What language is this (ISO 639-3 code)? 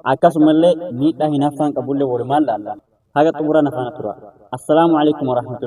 orm